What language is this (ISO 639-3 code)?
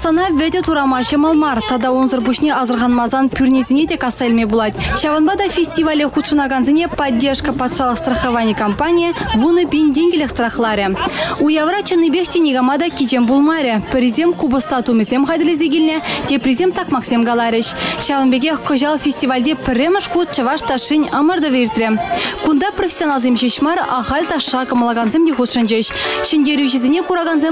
chv